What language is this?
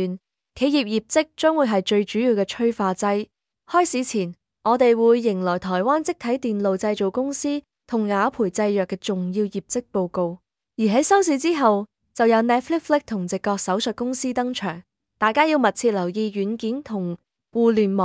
Cantonese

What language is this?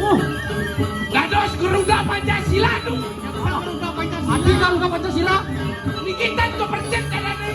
Balinese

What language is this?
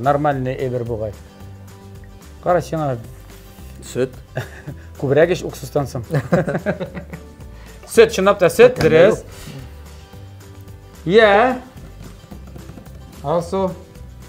Tatar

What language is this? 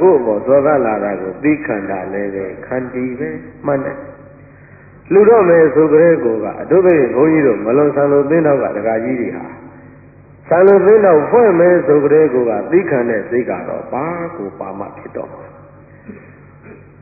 Burmese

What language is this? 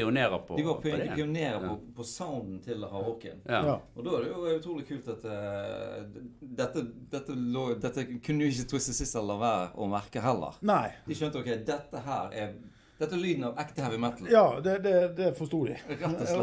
Norwegian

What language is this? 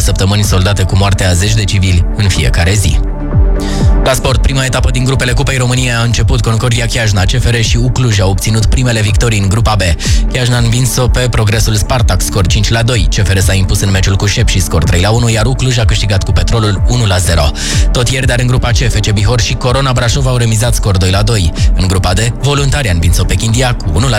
Romanian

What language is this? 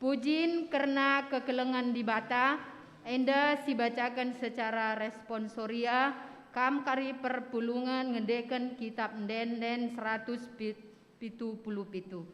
Batak Karo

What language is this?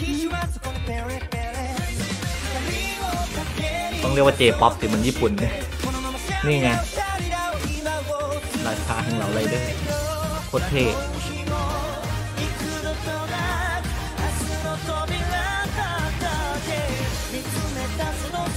Thai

